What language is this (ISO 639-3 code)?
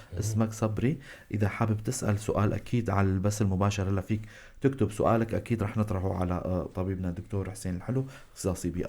apc